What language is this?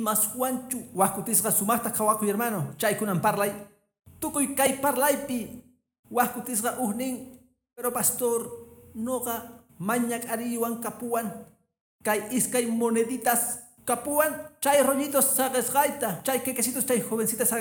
Quechua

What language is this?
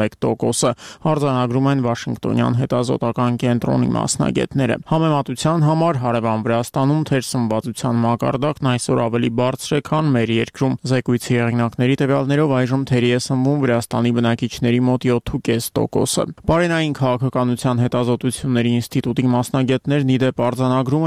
Armenian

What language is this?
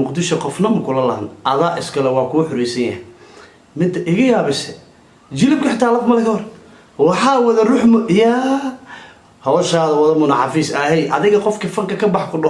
Somali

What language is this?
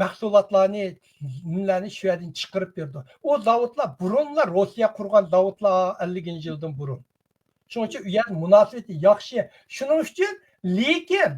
Uyghur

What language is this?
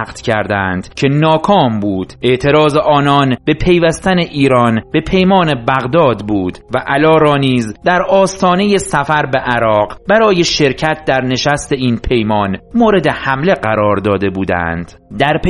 Persian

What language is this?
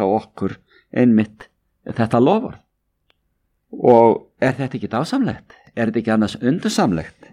Icelandic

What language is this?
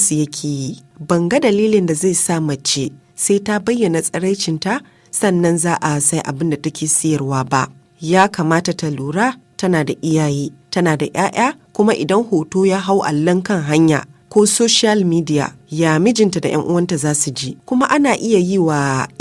Hausa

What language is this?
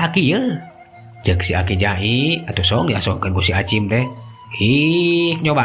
Sundanese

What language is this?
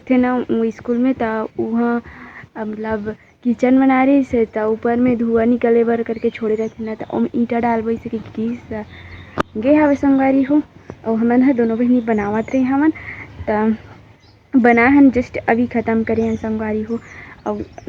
Chhattisgarhi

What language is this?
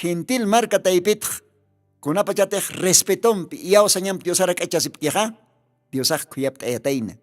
Aymara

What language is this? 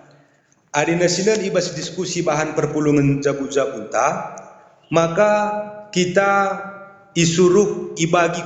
Batak Karo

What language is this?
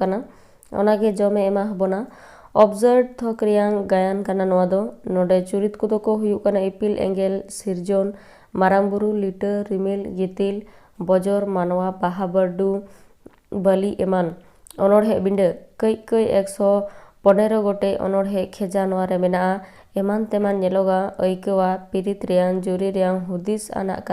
Santali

